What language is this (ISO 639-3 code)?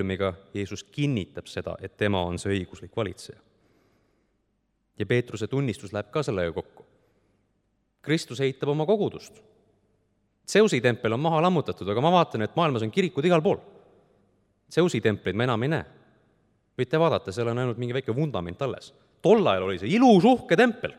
est